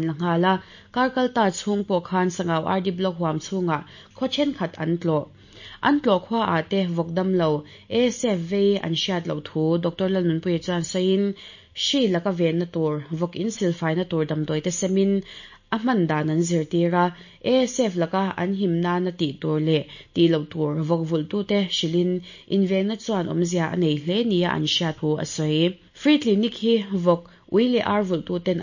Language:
Mizo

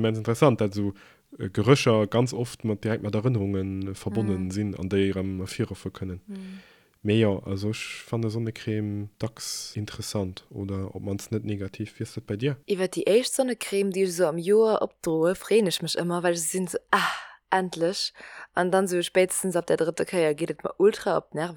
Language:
Luxembourgish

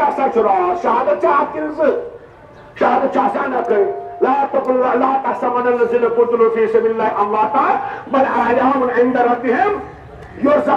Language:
Kashmiri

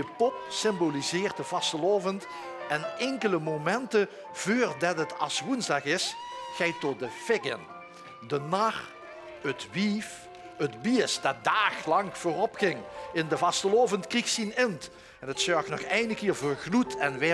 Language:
Limburgish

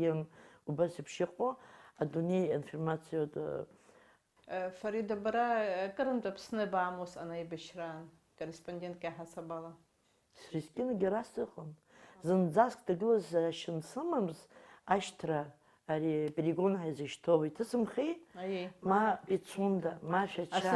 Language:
Abkhazian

